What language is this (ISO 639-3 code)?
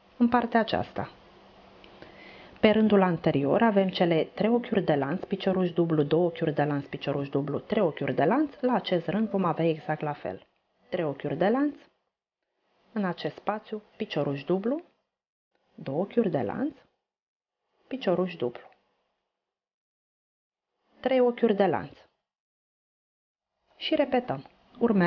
ron